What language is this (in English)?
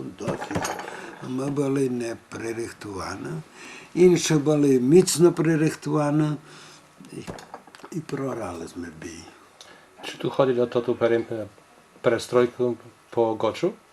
Rusyn